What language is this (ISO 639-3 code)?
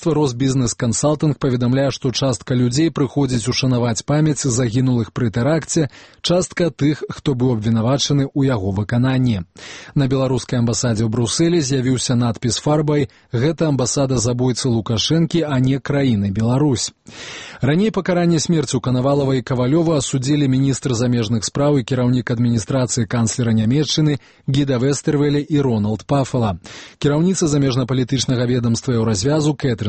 bel